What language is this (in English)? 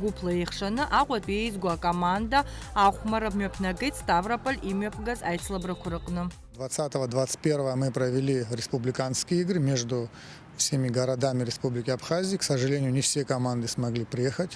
Abkhazian